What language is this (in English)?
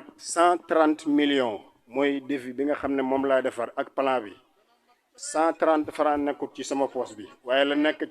Wolof